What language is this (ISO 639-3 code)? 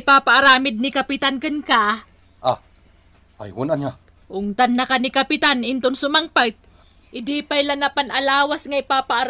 ilo